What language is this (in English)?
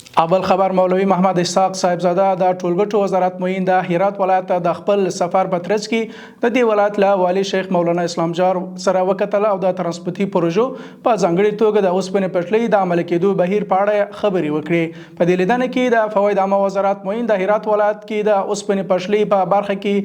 Pashto